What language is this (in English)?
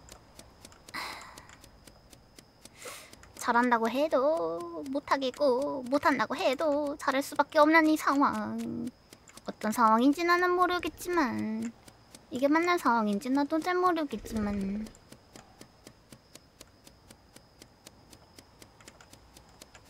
Korean